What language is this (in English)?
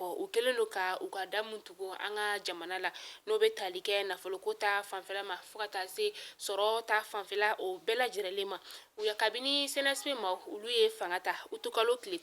Bambara